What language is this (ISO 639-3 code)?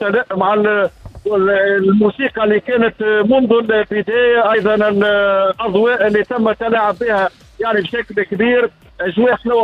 aeb